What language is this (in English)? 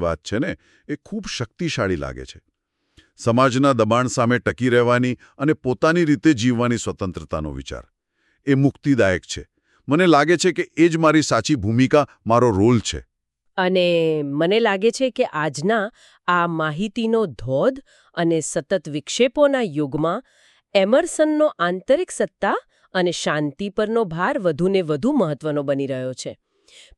Gujarati